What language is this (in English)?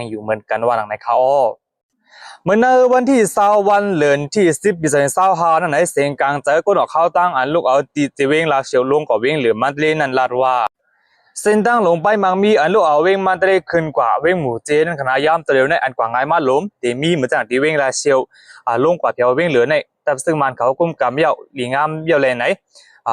Shan